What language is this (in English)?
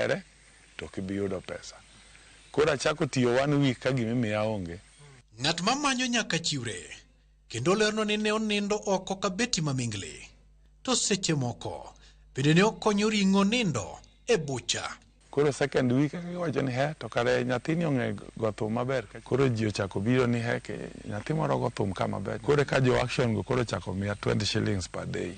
Luo (Kenya and Tanzania)